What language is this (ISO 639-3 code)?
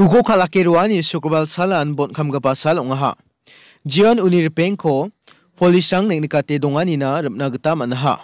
grt